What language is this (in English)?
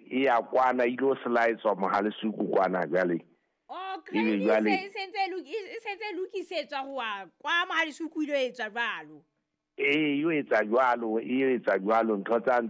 Southern Sotho